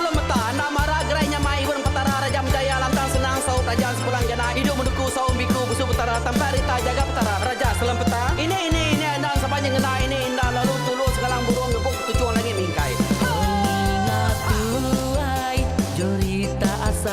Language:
Iban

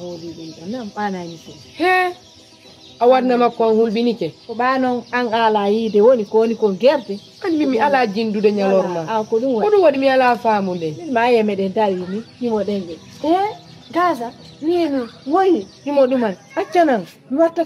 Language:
Fula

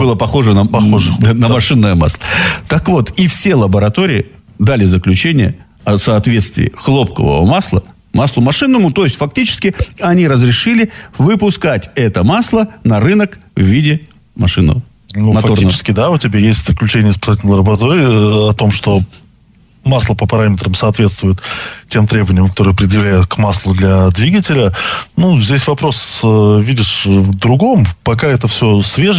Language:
Russian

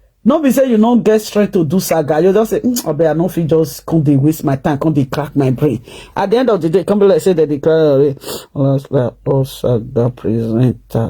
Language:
Nigerian Pidgin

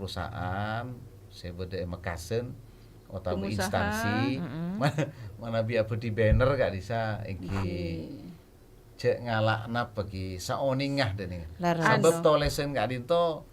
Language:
Madurese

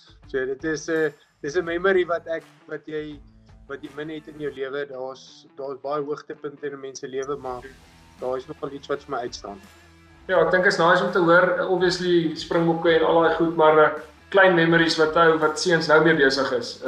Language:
Afrikaans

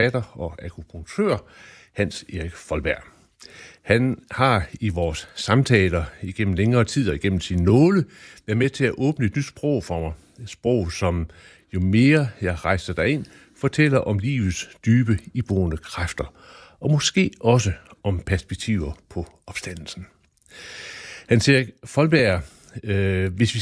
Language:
Danish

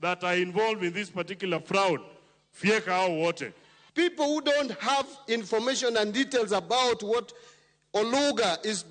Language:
Luo (Kenya and Tanzania)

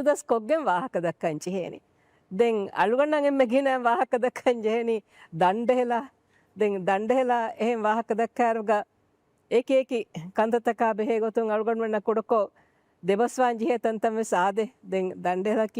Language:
Divehi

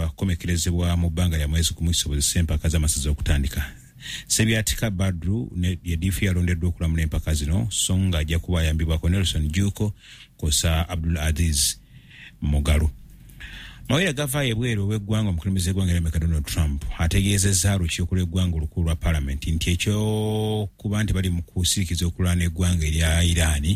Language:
Ganda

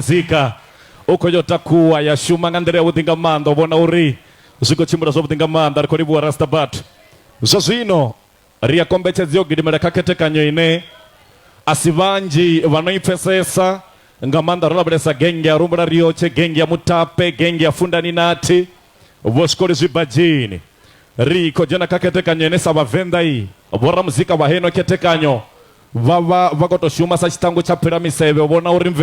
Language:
Venda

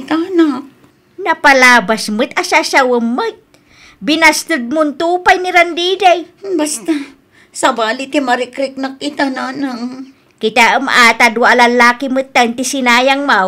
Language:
Iloko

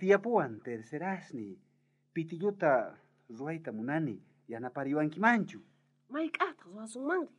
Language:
South Bolivian Quechua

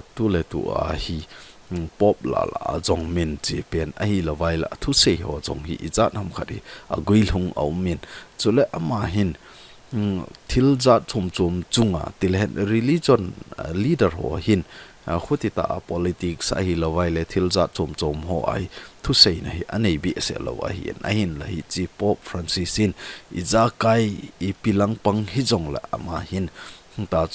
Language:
Thado Chin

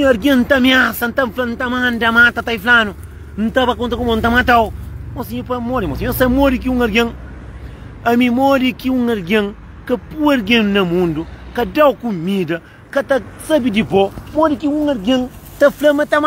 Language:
Kabuverdianu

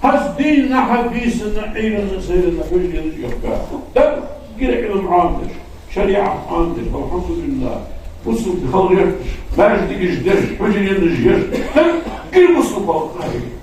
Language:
Ingush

